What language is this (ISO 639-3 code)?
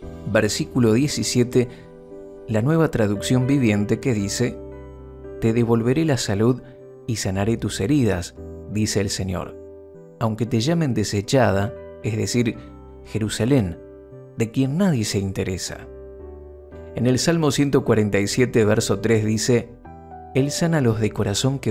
spa